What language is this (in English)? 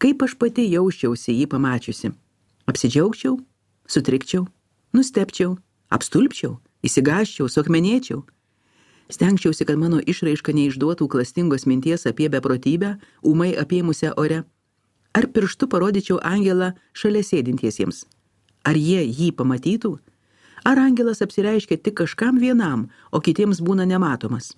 Lithuanian